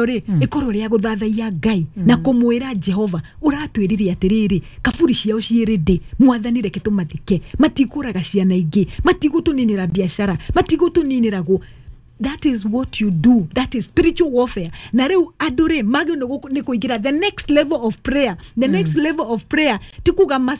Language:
Kikuyu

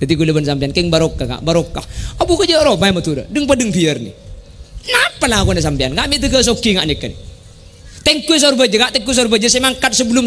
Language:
Madurese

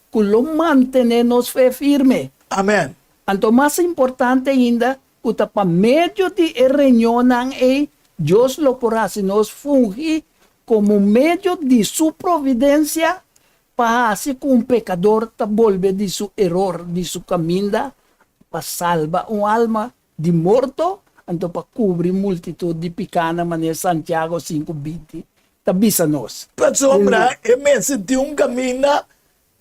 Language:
Papiamento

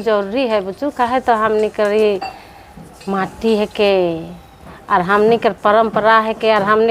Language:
Sadri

